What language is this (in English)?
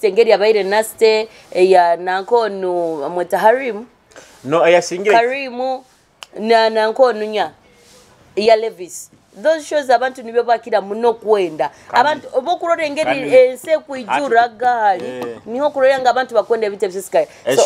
Nyoro